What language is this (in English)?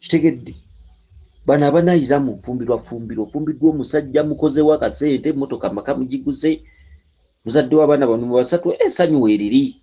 Ganda